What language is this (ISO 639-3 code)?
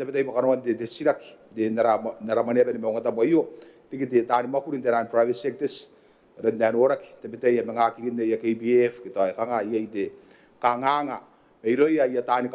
gil